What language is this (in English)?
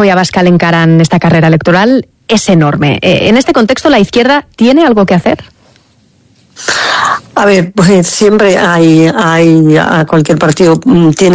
Spanish